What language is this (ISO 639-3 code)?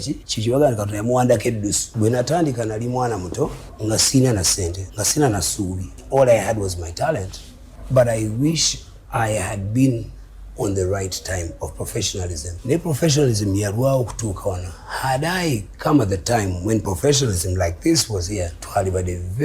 lug